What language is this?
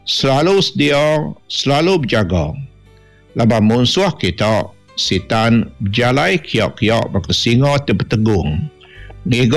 Iban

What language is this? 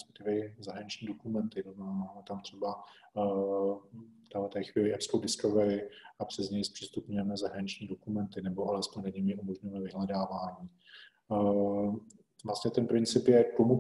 Czech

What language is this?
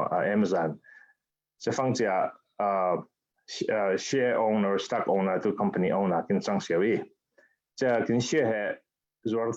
Falam Chin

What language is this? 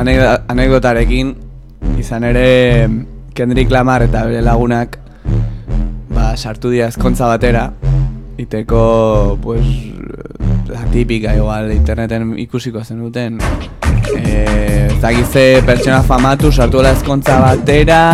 Basque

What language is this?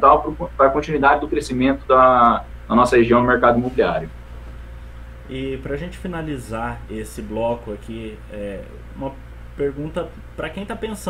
Portuguese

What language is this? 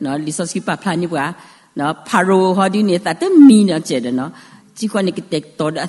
S'gaw Karen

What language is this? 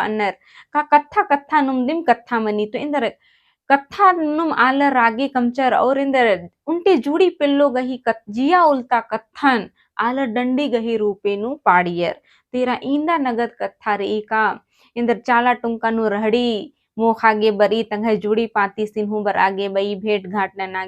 Kurukh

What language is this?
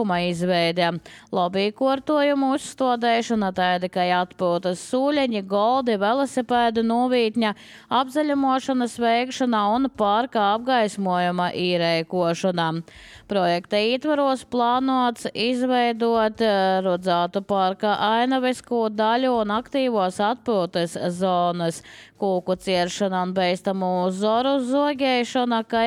Latvian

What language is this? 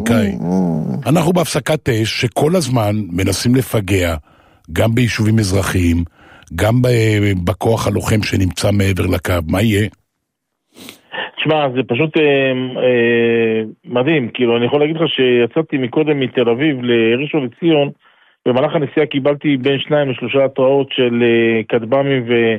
Hebrew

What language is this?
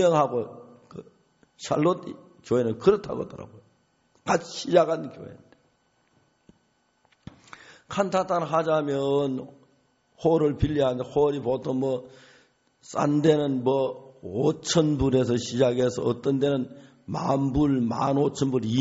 Korean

